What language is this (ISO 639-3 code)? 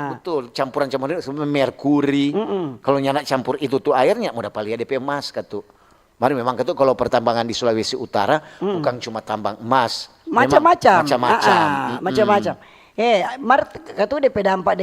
xmm